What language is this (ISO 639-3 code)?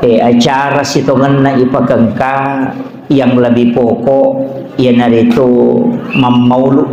bug